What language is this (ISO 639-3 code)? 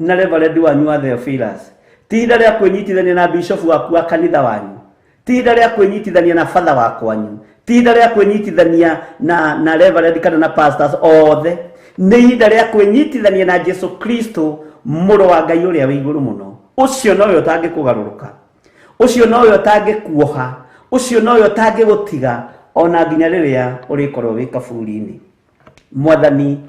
kik